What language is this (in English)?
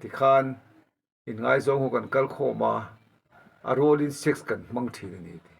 Mizo